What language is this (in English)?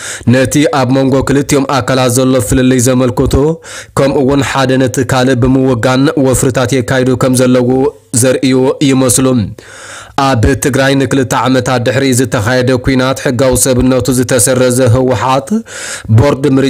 Tigrinya